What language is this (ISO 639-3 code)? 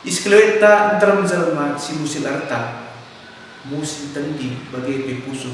btx